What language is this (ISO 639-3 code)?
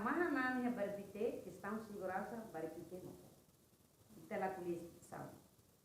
tet